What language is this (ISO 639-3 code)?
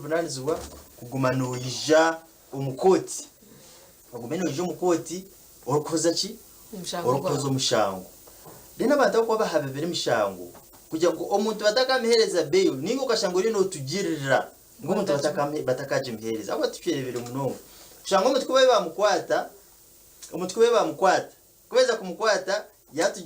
nyn